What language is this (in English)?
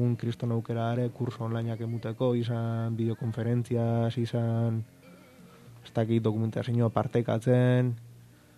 Basque